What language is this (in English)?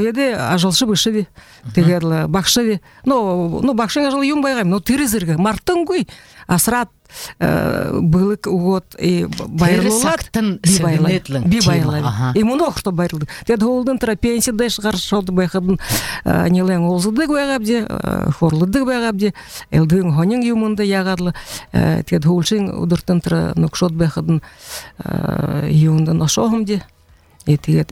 Buriat